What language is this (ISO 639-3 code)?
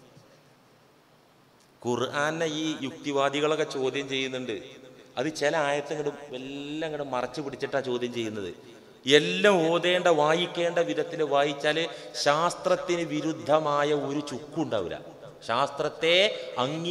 mal